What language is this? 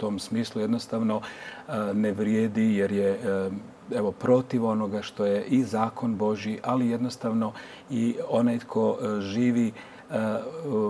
Croatian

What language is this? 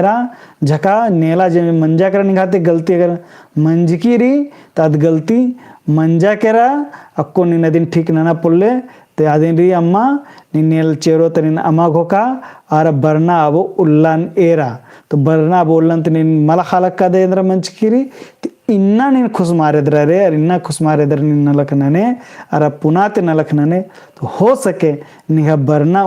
Kurukh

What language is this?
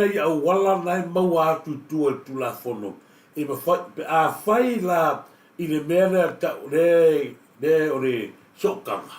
Samoan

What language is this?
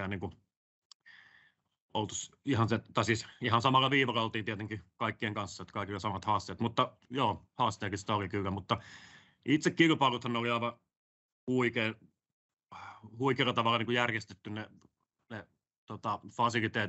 Finnish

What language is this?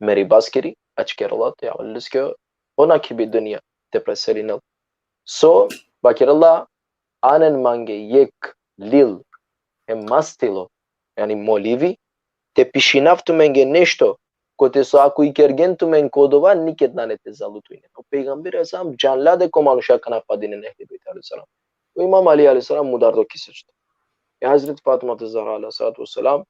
Balkan Romani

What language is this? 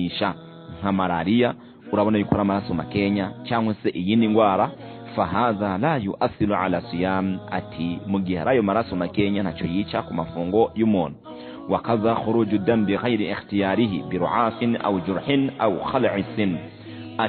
Rundi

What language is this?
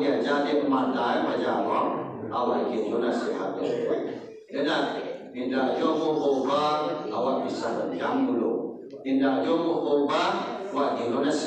Minangkabau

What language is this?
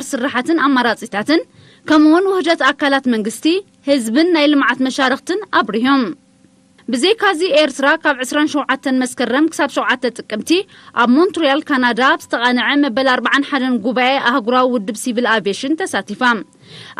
Tigrinya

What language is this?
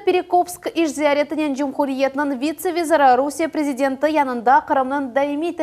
Crimean Tatar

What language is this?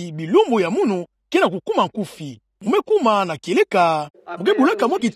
Kituba (Democratic Republic of Congo)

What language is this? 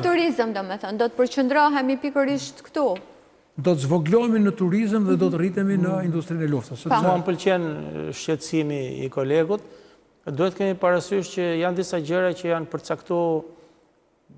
Albanian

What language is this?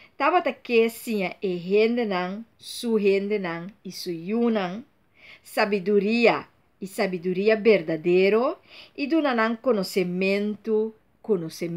Papiamento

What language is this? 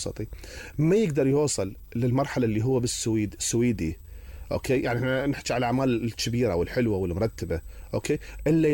Mesopotamian Arabic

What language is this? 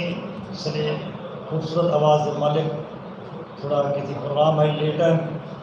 Saraiki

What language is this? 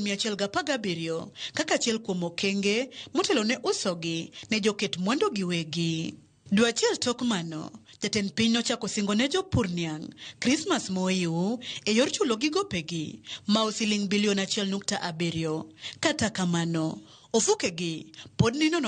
Luo (Kenya and Tanzania)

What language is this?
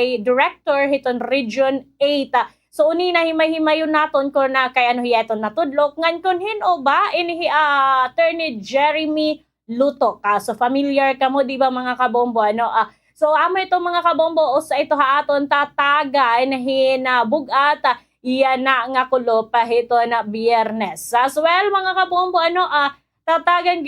Waray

